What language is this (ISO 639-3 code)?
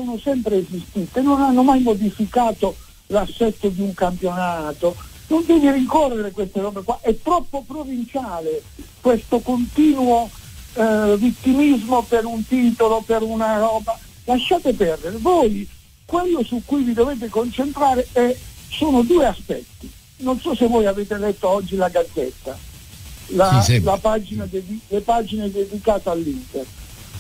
ita